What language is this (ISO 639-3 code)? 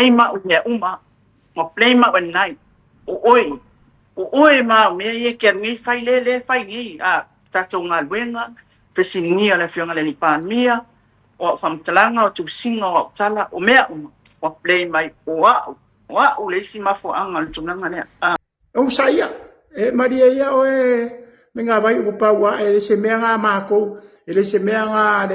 smo